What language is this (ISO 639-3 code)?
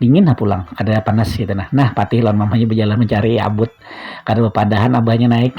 bjn